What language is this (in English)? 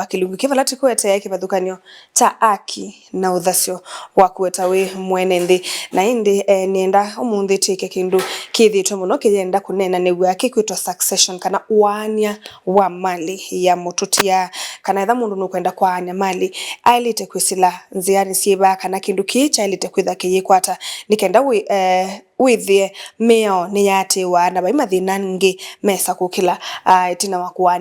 Kamba